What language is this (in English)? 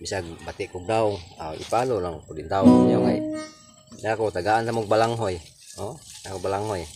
Cebuano